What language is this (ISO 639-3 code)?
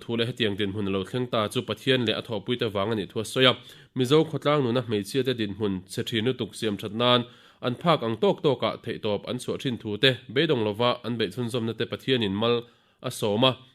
lus